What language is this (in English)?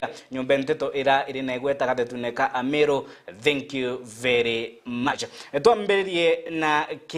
Meru